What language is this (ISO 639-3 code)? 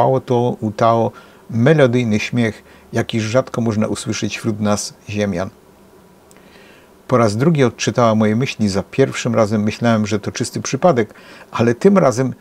pol